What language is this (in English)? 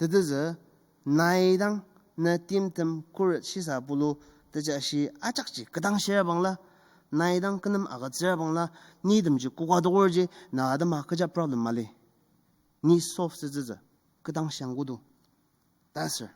Ao Naga